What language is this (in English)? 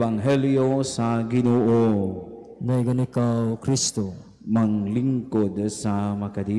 Cebuano